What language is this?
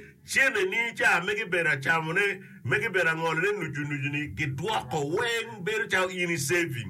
Acoli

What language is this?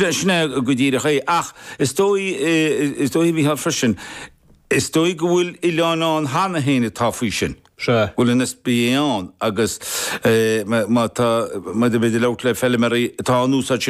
Irish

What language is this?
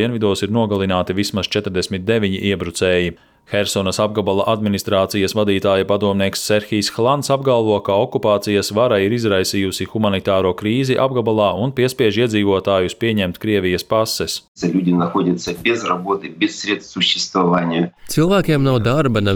Latvian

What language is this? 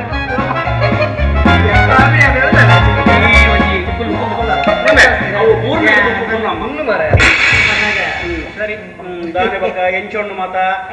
Tulu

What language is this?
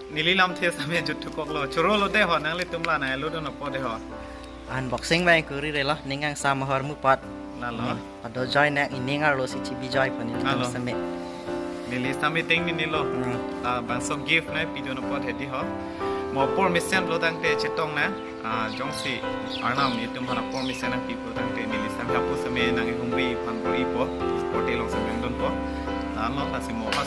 Karbi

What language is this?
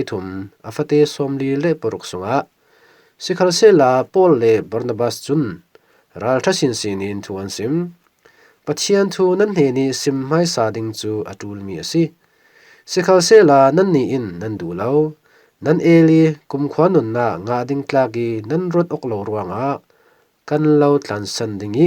Falam Chin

